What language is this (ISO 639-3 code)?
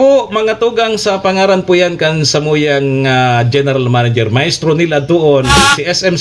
bik